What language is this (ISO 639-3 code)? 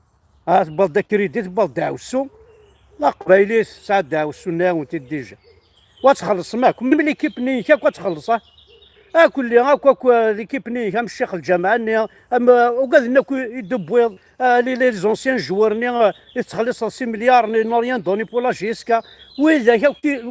kab